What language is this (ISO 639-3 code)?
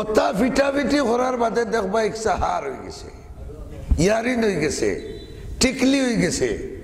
syl